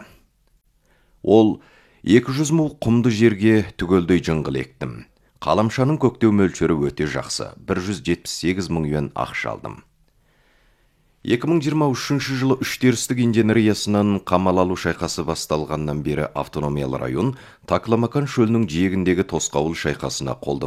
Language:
Kazakh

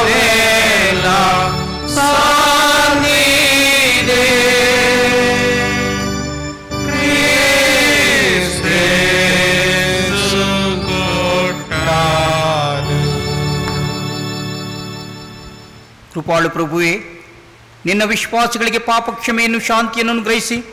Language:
Kannada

